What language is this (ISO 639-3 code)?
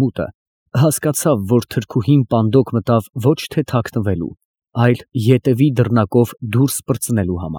hye